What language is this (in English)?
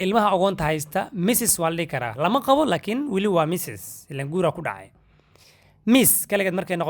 Somali